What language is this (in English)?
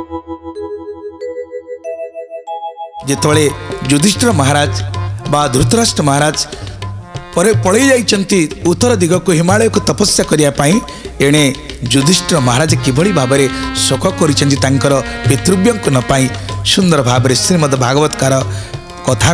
Odia